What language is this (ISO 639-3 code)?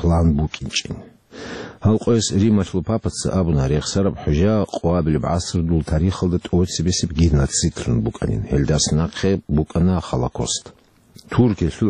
ava